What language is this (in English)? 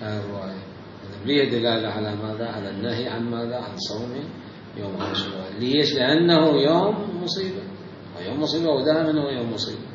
Mesopotamian Arabic